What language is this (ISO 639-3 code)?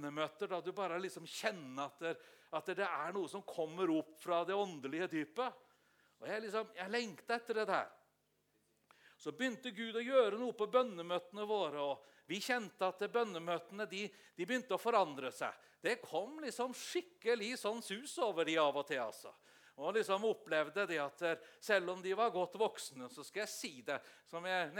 nor